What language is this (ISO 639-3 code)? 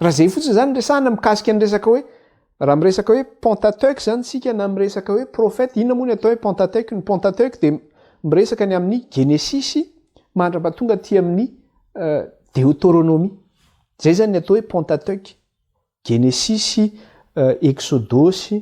mlg